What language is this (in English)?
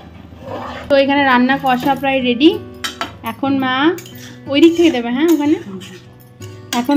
Bangla